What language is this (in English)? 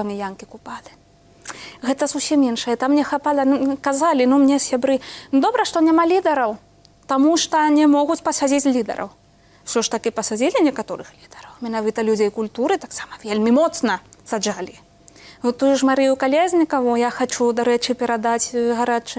Belarusian